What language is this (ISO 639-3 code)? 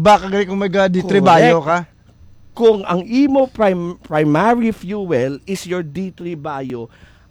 hil